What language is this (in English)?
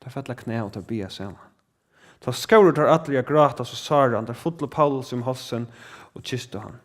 Faroese